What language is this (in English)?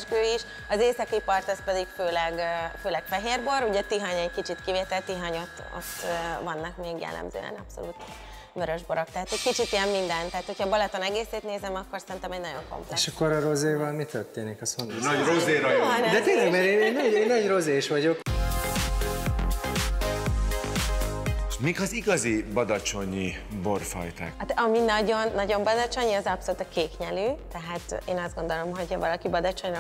Hungarian